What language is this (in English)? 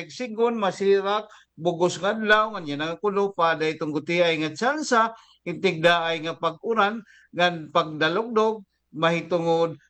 Waray